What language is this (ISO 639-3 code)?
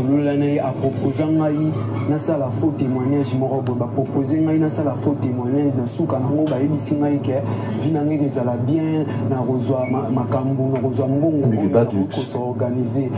lin